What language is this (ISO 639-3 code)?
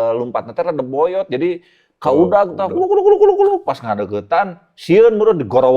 sun